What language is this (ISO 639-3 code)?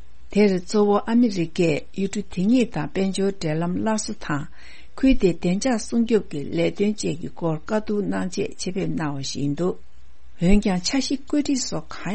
bod